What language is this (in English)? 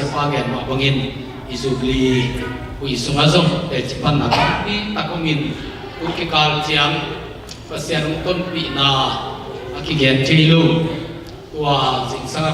Tedim Chin